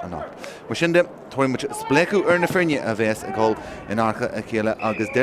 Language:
Irish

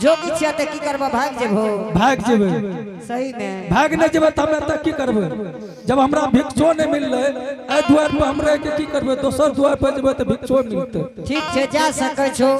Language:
Angika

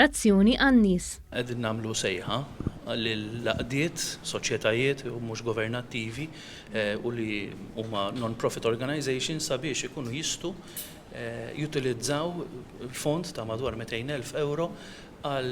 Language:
Maltese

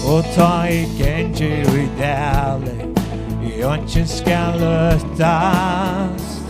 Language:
Faroese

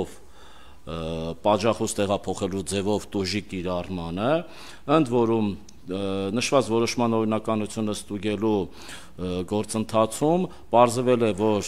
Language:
Armenian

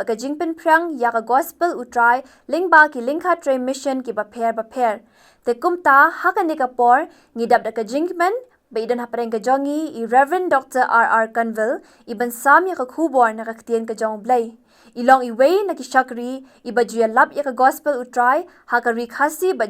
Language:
Khasi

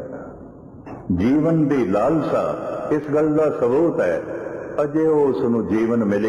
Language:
Punjabi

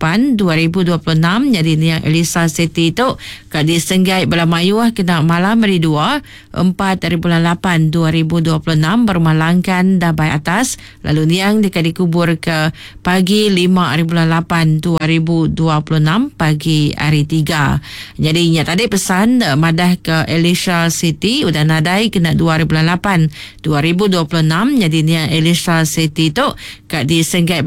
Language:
Iban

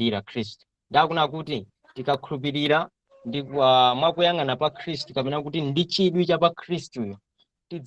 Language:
Nyanja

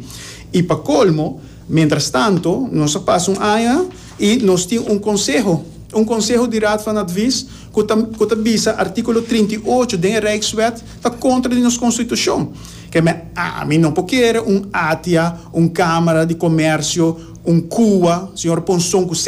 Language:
Papiamento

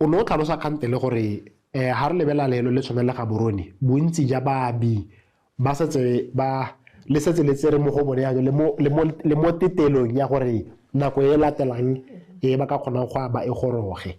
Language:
Tswana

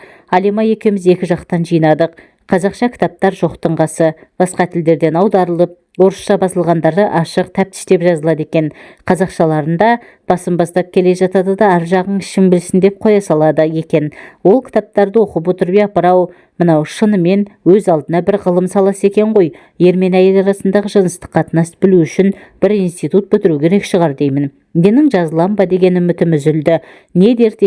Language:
Kazakh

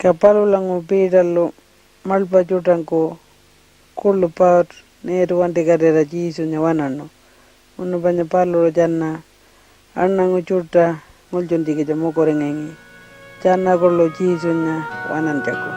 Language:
Pitjantjatjara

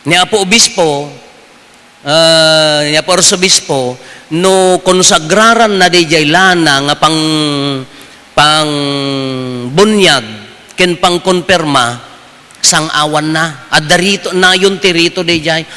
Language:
Iloko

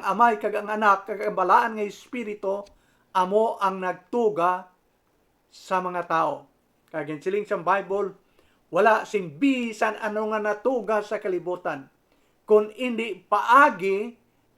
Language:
Hiligaynon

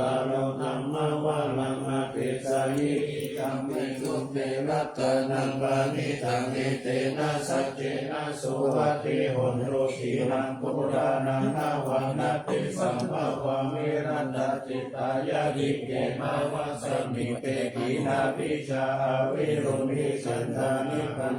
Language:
Pali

